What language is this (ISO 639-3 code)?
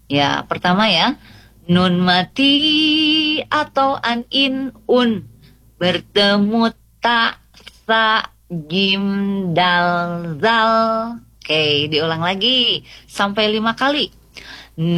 ind